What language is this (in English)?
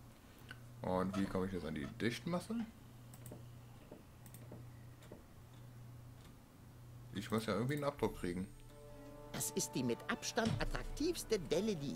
German